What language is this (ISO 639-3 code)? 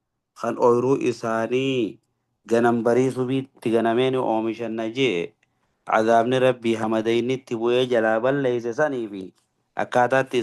orm